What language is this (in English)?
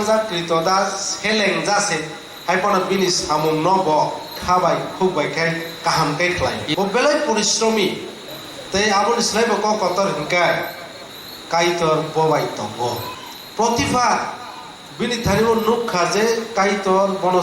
Kok Borok